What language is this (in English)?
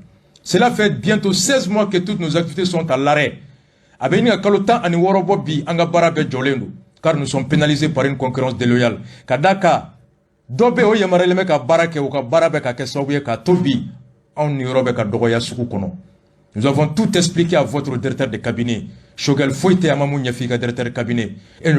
Bambara